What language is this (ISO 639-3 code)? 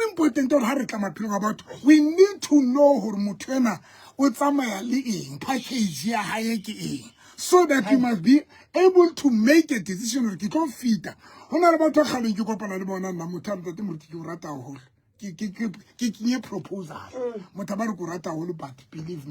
sot